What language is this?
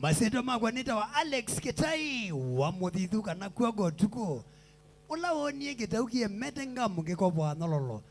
Kamba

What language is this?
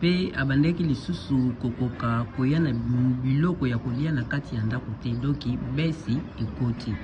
Lingala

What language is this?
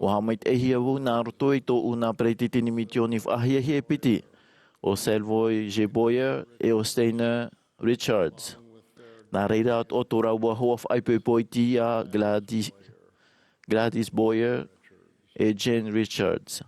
Tahitian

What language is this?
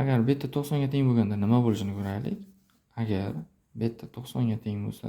Uzbek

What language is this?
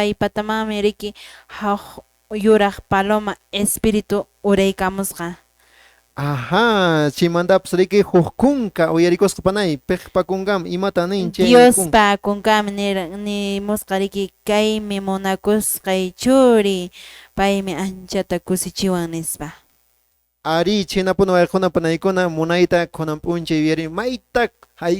Quechua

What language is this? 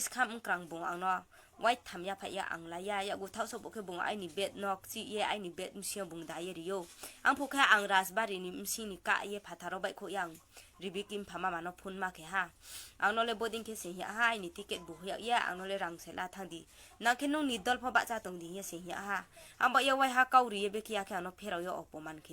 Riang (India)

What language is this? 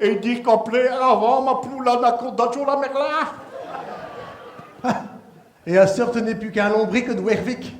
Picard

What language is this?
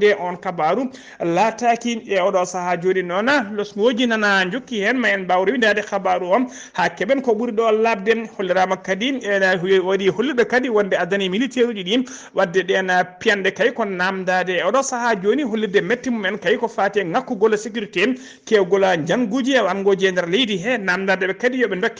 Fula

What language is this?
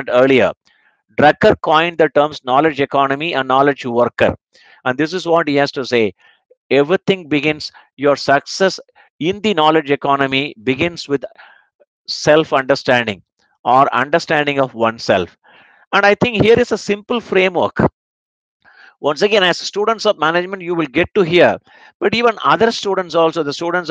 English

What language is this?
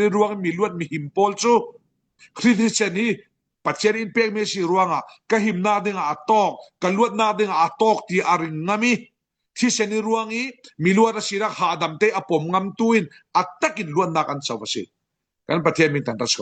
Falam Chin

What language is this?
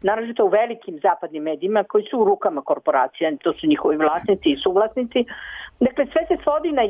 Serbian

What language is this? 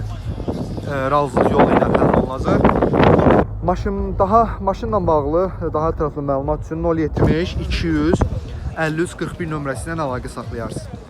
Azerbaijani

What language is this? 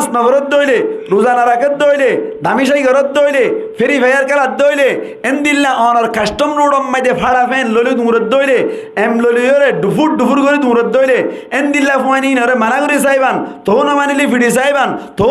Rohingya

